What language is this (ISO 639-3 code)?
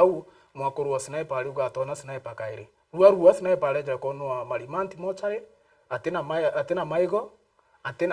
mer